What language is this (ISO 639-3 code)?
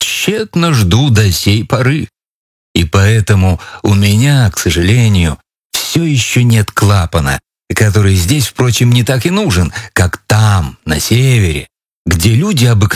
rus